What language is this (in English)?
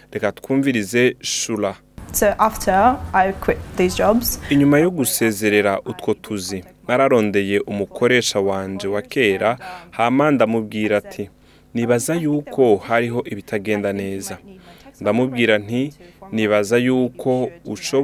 Rundi